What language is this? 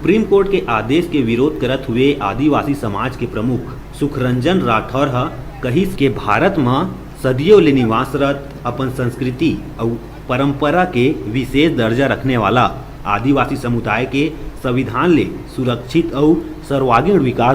Chhattisgarhi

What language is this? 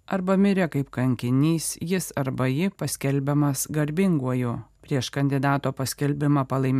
Lithuanian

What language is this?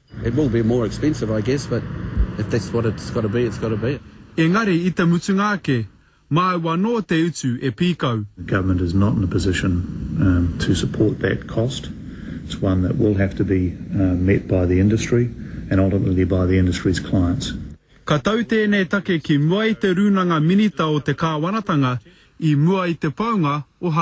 Māori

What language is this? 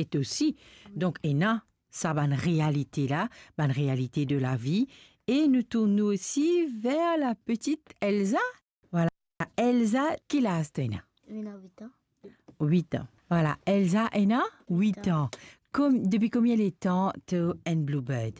Morisyen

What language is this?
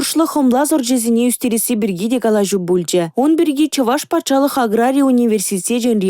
Chuvash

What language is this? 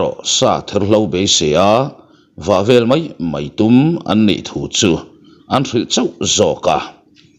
Mizo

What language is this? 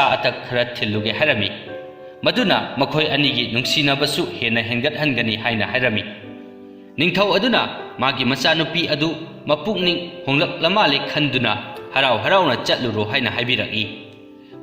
Manipuri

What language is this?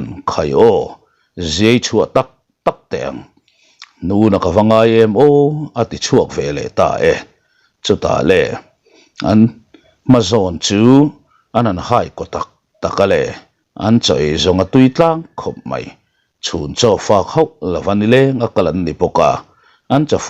Mizo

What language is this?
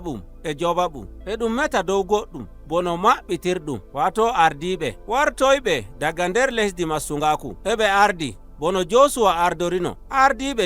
Nigerian Fulfulde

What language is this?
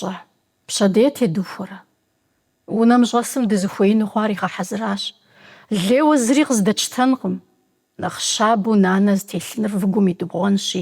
Kabardian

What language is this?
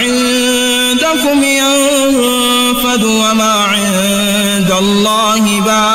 Ngazidja Comorian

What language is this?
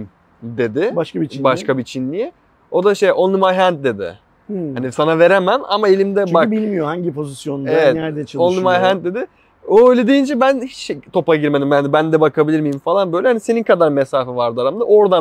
Turkish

